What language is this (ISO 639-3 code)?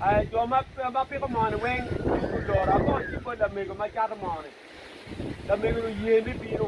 ach